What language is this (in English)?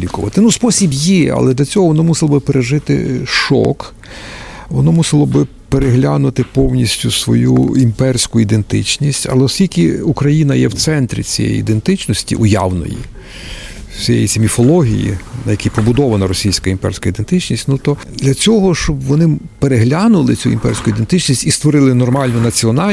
Ukrainian